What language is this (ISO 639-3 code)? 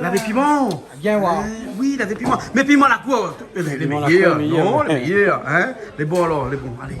rcf